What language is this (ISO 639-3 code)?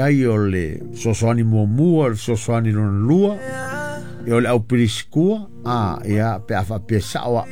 smo